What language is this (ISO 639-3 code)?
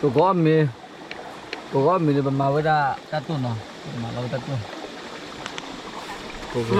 ksw